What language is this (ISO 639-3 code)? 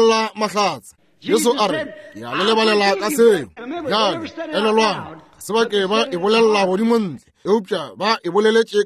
nso